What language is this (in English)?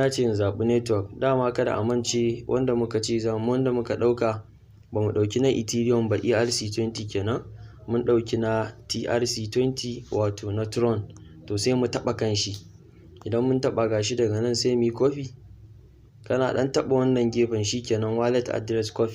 Hausa